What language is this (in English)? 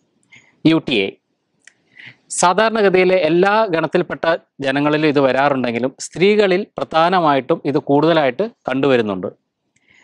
Malayalam